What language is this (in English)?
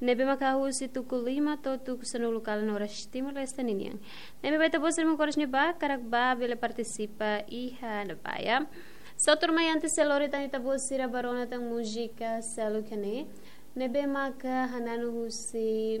Tetum